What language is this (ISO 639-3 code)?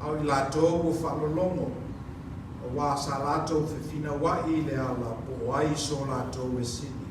smo